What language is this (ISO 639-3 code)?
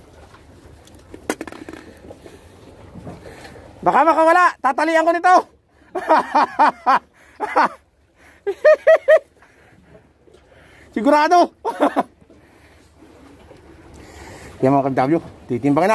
fil